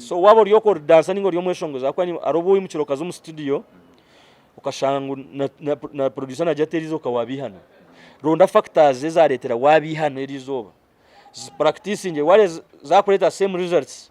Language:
Nyankole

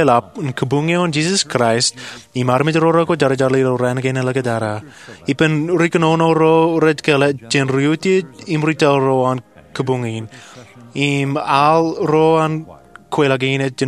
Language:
Marshallese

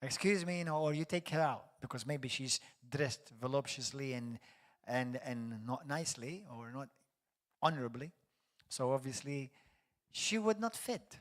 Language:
English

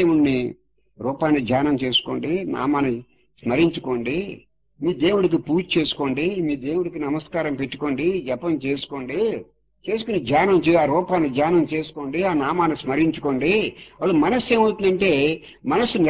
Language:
Telugu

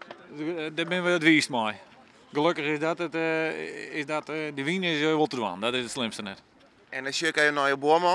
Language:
Western Frisian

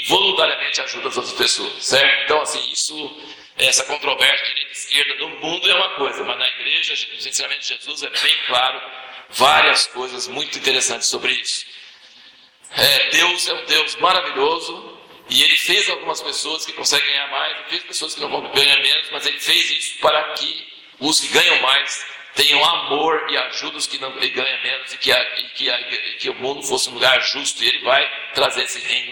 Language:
Portuguese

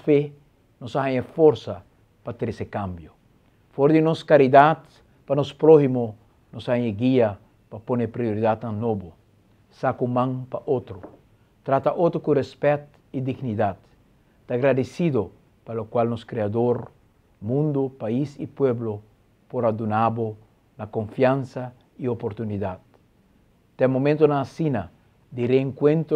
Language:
Papiamento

